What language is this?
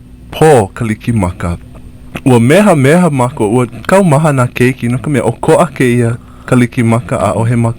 Hawaiian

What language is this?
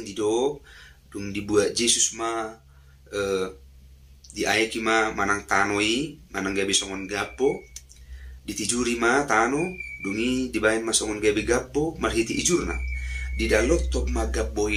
Batak Toba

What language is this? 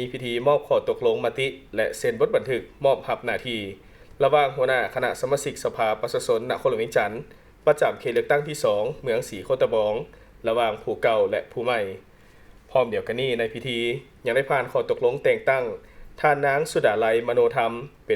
Lao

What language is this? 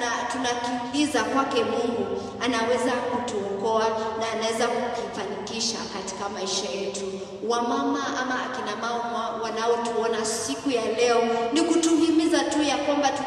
Swahili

